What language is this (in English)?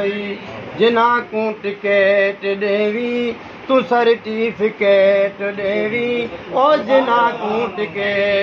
Saraiki